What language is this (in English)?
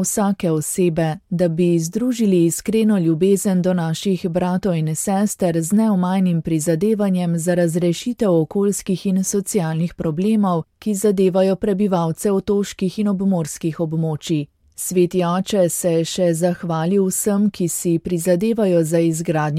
Slovenian